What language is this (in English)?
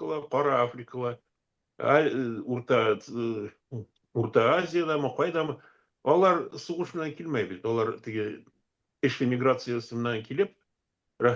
Bashkir